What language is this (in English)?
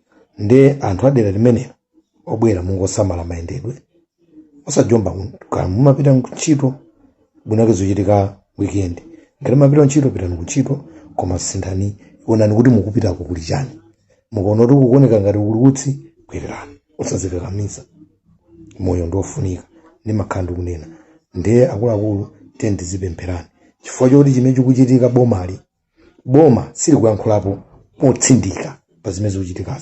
Nyanja